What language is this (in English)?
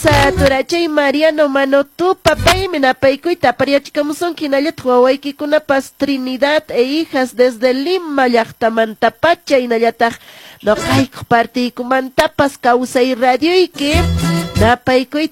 Quechua